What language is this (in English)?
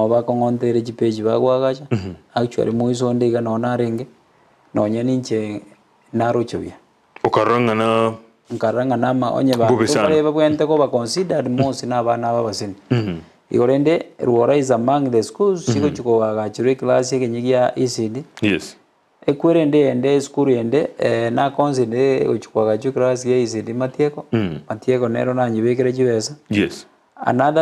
Gusii